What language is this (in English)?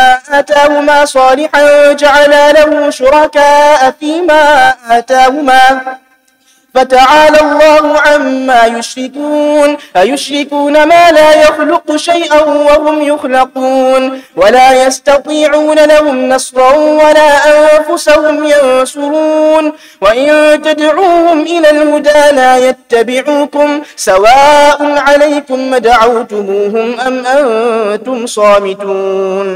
Arabic